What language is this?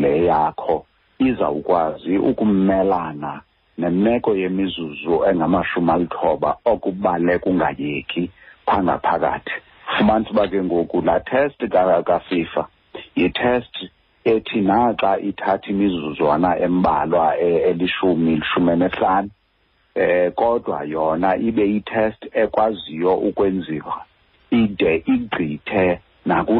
Xhosa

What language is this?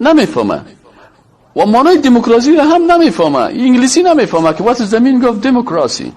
Persian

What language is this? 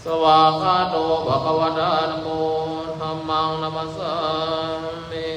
Pali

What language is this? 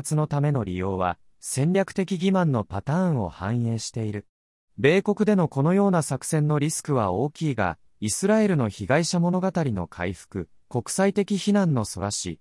Japanese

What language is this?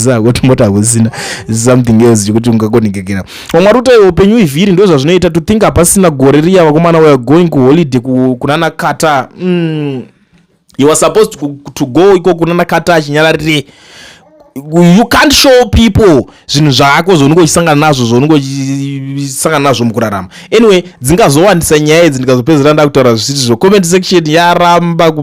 Shona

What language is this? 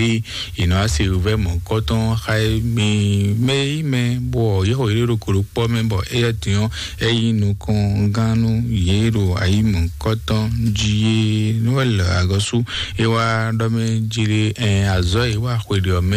Fon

